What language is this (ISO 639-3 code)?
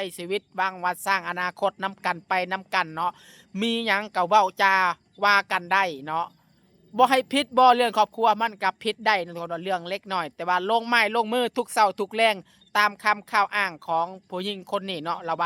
lao